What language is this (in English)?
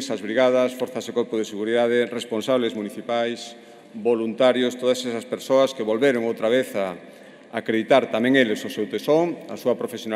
Galician